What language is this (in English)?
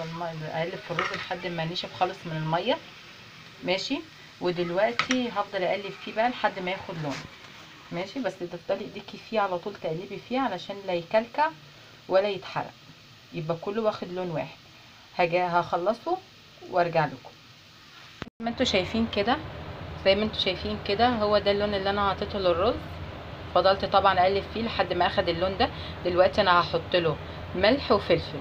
Egyptian Arabic